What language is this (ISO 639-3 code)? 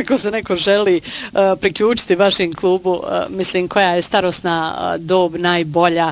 bos